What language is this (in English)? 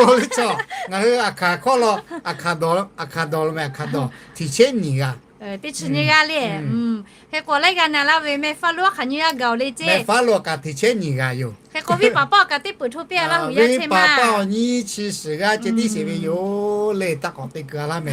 Lahu